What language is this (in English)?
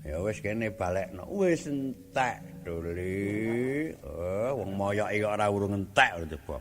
Javanese